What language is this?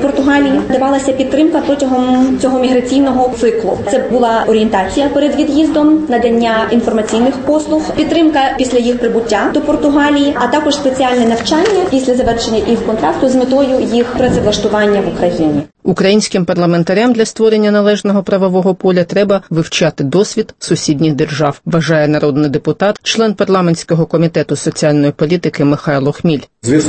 Ukrainian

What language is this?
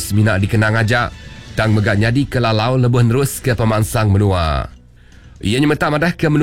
Iban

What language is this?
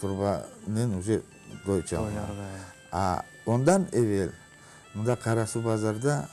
Crimean Tatar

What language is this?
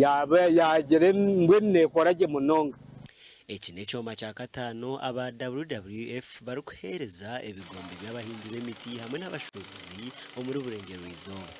Nyankole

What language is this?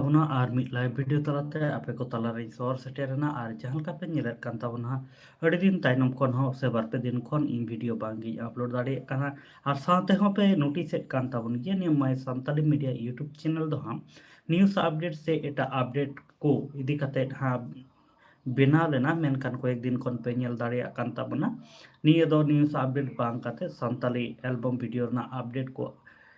Santali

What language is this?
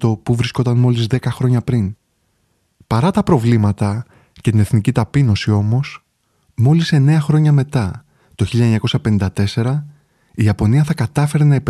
Greek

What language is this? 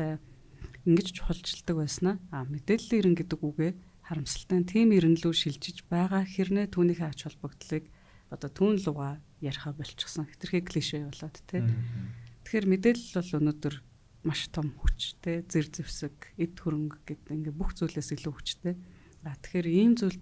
Mongolian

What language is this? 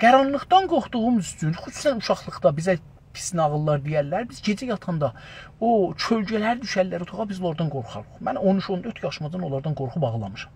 South Azerbaijani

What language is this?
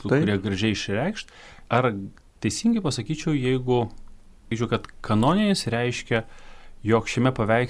Lithuanian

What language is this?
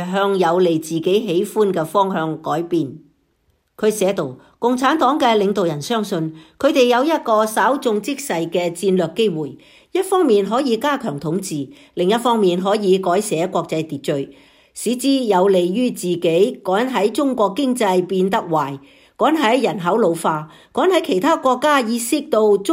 Cantonese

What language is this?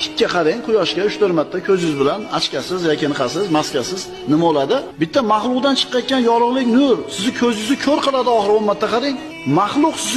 Uzbek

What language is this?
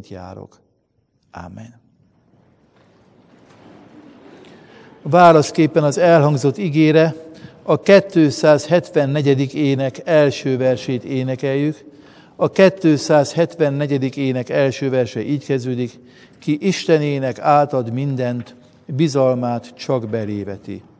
Hungarian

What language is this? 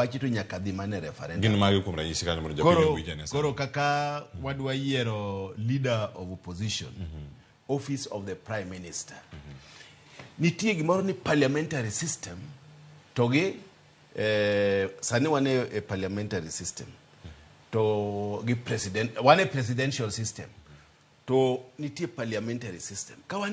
Luo (Kenya and Tanzania)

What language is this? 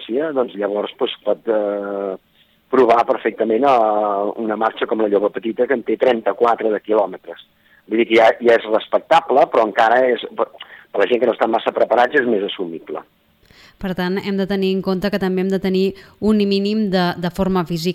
Catalan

